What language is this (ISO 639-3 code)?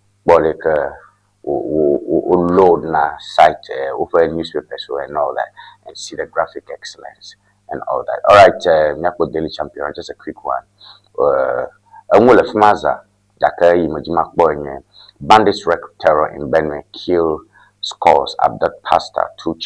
ewe